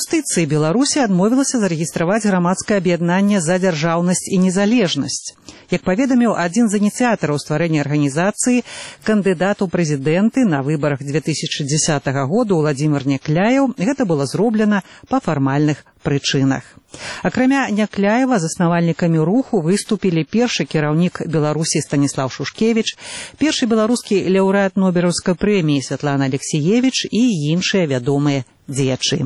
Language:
Belarusian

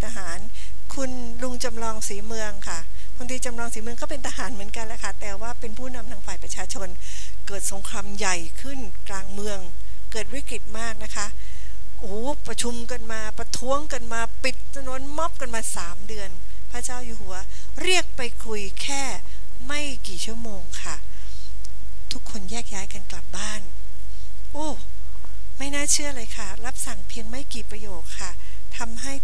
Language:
Thai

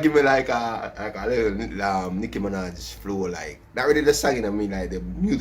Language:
Jamaican Creole English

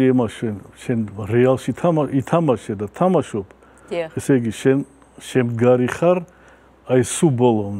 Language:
Georgian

